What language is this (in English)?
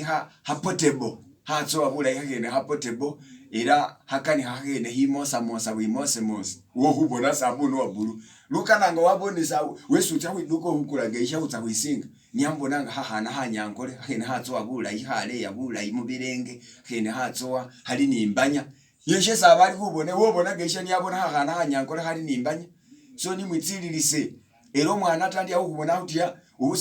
Masaaba